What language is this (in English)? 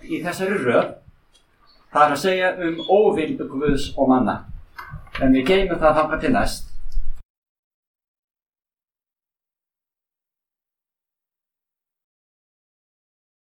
Icelandic